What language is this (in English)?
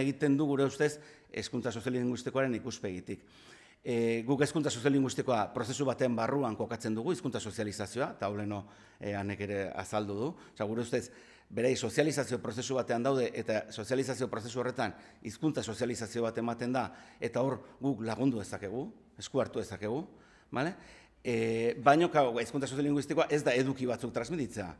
Basque